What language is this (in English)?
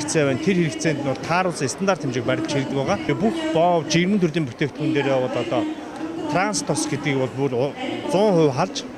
Mongolian